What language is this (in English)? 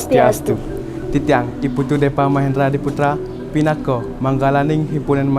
Balinese